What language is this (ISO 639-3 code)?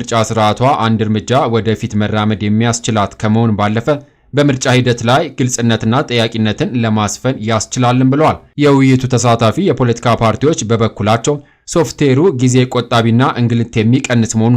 amh